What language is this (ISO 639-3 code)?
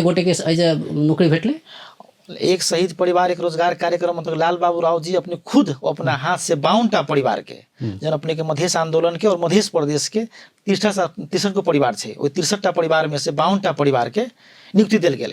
mai